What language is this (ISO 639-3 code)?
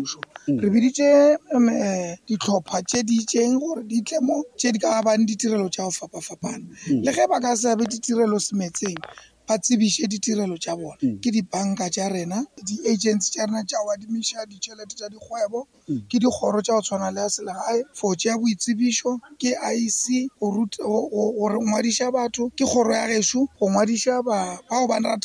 nso